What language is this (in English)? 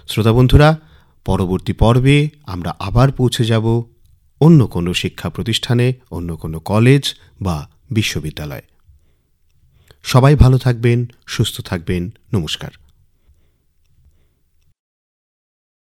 Bangla